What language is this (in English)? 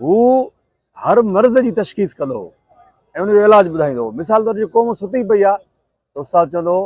Sindhi